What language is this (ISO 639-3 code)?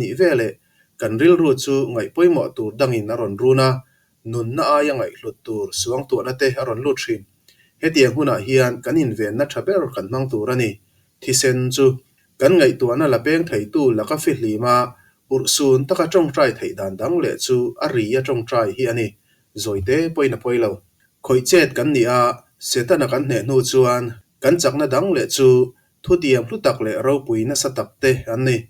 lus